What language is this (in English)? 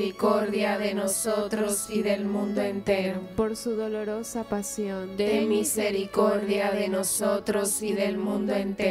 Spanish